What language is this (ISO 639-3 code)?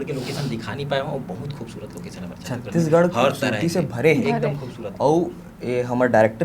hne